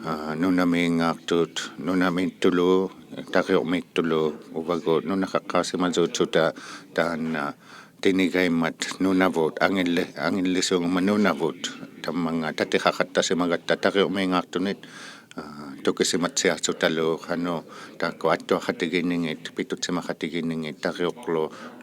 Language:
Inuktitut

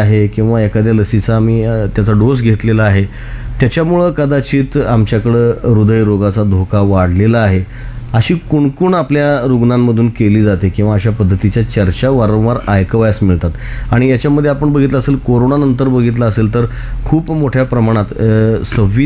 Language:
Marathi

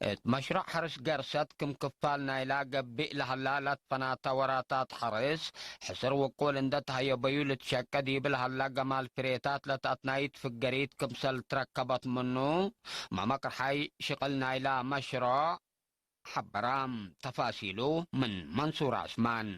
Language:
Tigre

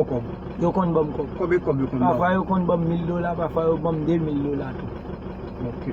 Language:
Haitian Creole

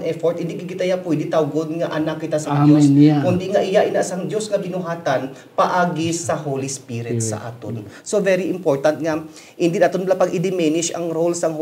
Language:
Hiligaynon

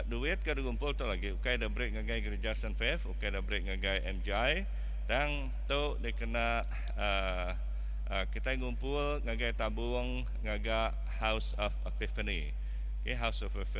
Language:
Iban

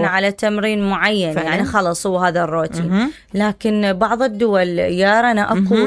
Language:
Mesopotamian Arabic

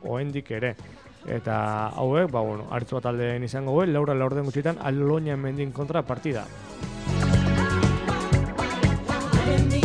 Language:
Basque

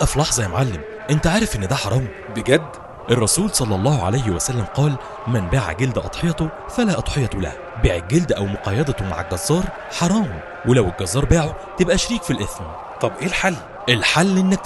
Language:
Egyptian Arabic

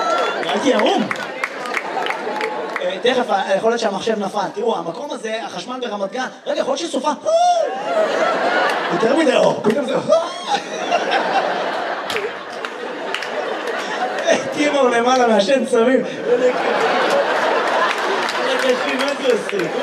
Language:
Hebrew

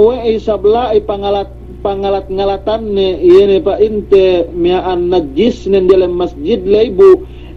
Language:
Yakan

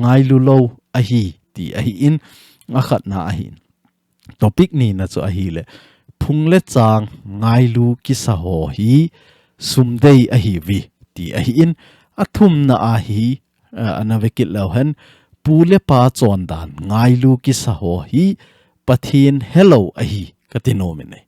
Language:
Thado Chin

